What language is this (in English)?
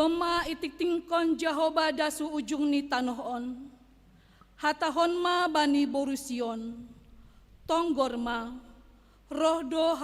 Batak Simalungun